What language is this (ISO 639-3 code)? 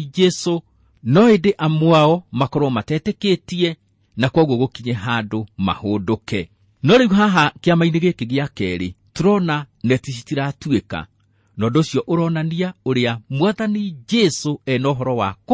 kik